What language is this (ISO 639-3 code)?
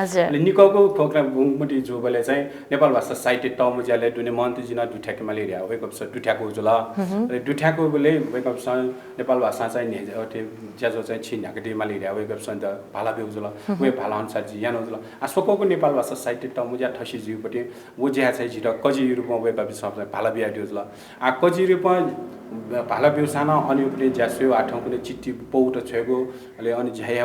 new